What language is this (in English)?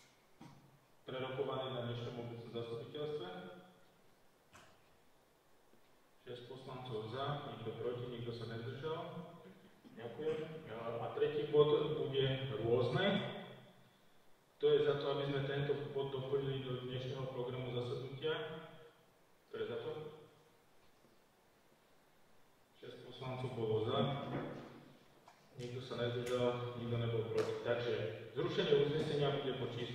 Slovak